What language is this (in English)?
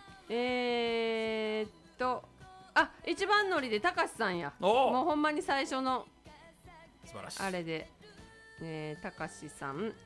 Japanese